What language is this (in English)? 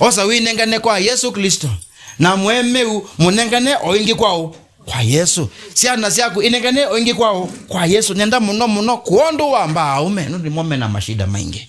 Kamba